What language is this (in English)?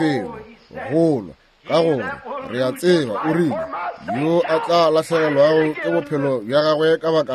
Northern Sotho